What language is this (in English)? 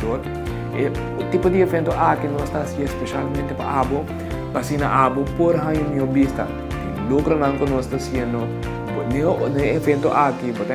Papiamento